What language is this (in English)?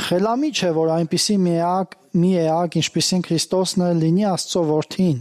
Armenian